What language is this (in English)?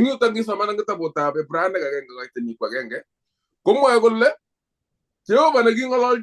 Kalenjin